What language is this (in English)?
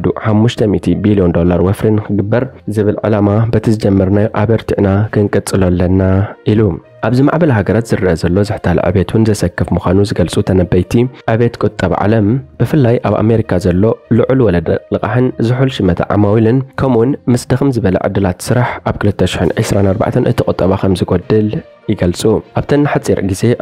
Tigrinya